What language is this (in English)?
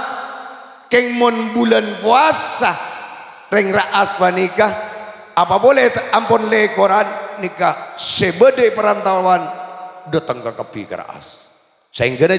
Madurese